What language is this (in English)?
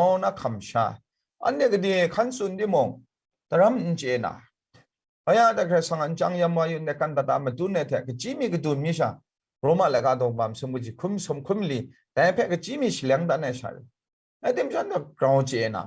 Kachin